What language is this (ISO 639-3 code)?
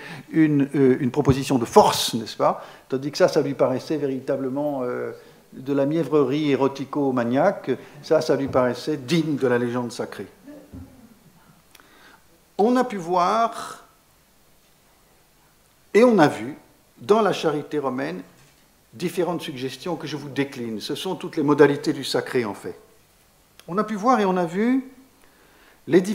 fra